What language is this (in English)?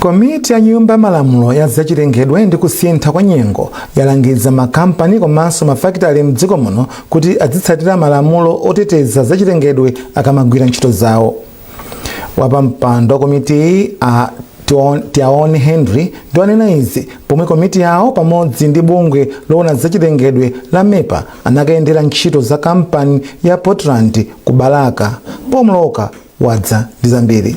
Nyanja